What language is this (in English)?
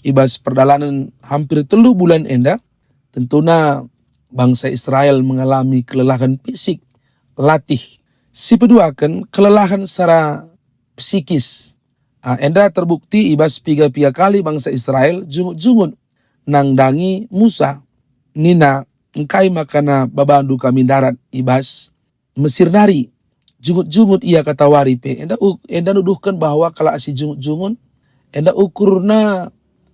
Batak Karo